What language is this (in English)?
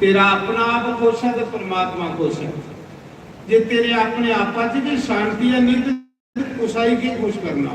Dogri